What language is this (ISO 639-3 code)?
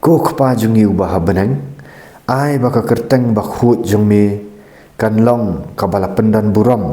kha